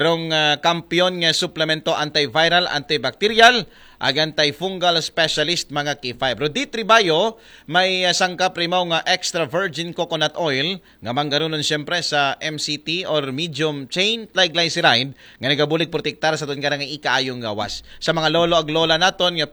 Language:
Aklanon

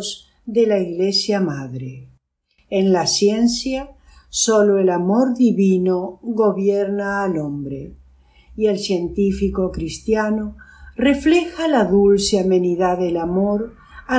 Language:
Spanish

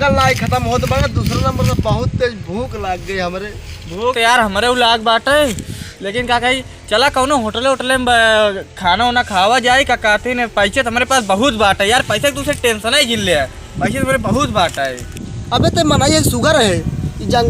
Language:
Awadhi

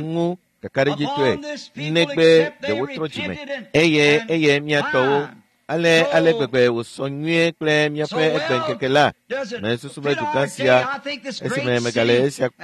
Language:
Ewe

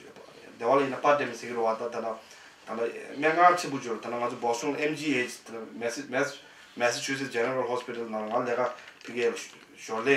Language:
Tibetan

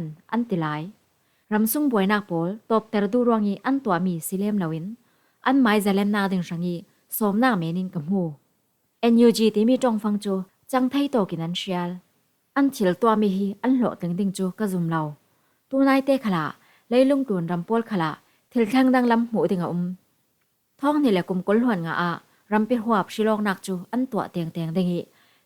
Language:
Falam Chin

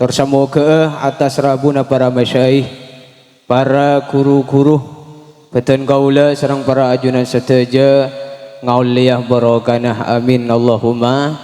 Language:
Madurese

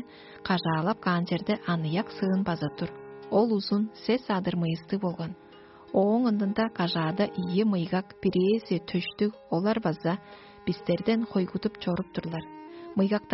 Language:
Tuvinian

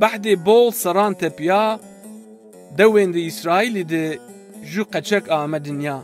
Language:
Zaza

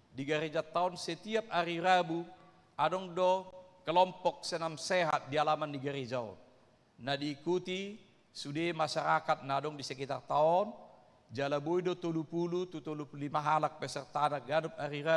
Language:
Batak Toba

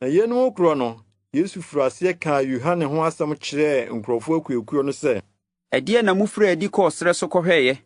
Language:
Akan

